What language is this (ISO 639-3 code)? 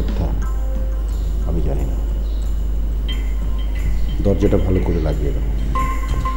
ben